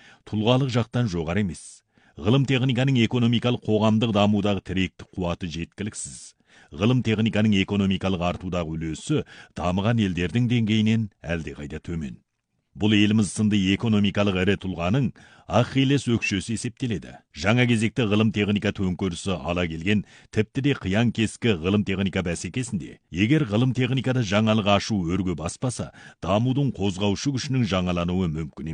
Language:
Kazakh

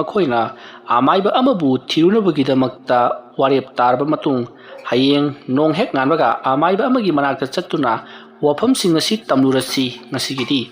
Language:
Manipuri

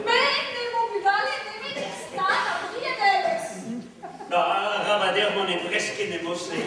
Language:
Breton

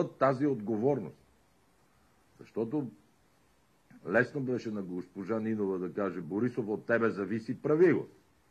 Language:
Bulgarian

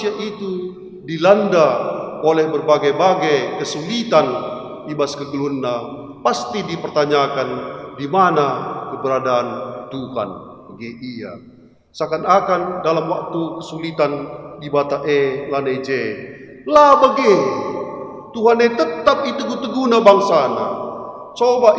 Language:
Batak Karo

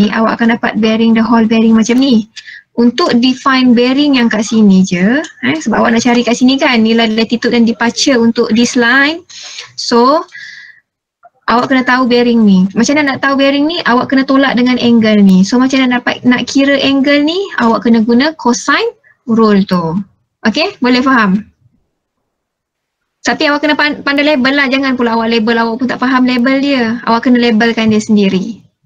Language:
Malay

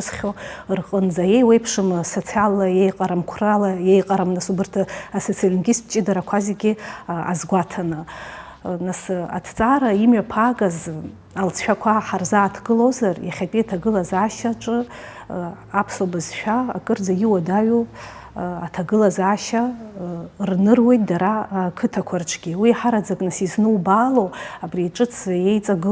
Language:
Abkhazian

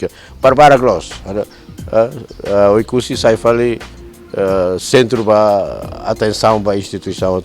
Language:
Tetum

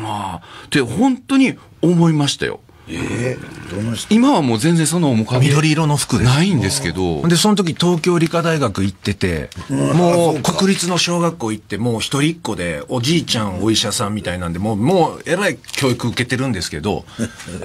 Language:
Japanese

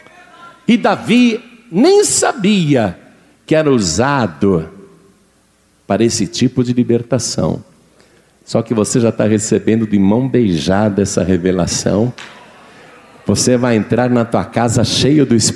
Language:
Portuguese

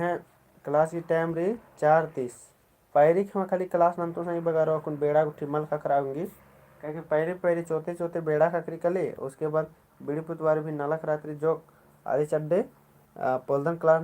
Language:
Kurukh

